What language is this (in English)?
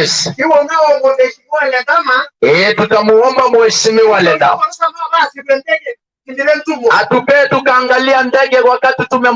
Masai